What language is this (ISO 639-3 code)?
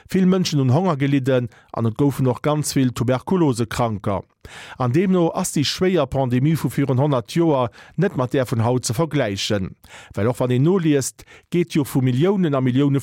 ltz